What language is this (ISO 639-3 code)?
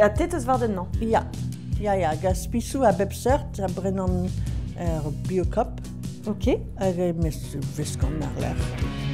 bre